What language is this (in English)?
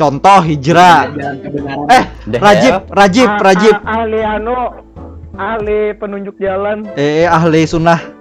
Banjar